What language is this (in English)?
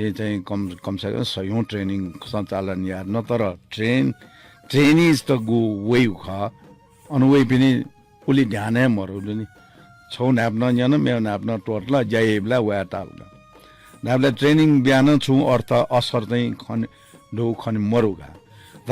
Newari